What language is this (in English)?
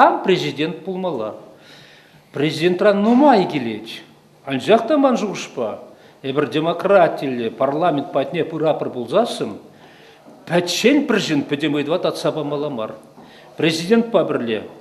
Chuvash